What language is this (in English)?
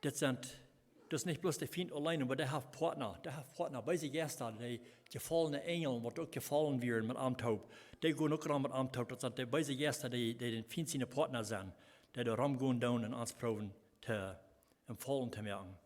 Plautdietsch